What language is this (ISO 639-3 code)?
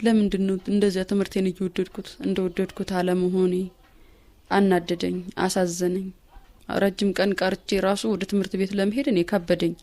amh